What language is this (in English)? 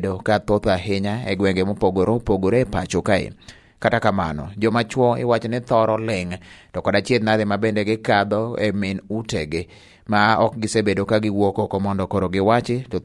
Luo (Kenya and Tanzania)